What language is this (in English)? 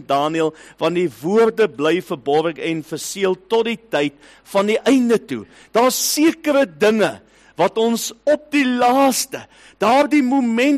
Afrikaans